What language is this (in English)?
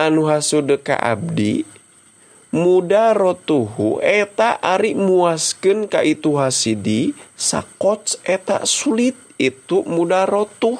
Sundanese